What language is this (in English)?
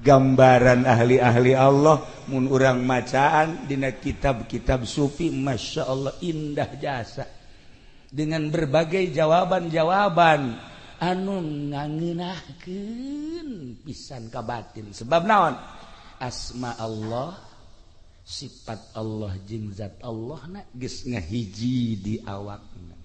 Sundanese